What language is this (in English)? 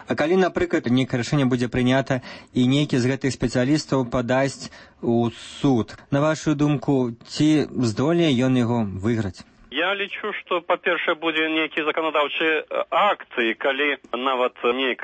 Belarusian